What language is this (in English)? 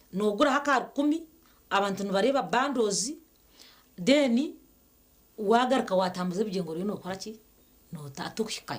Nyankole